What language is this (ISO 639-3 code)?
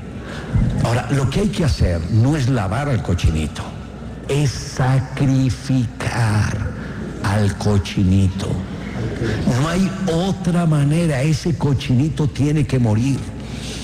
spa